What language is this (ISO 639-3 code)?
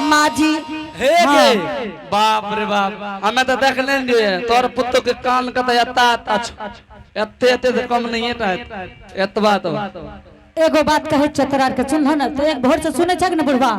anp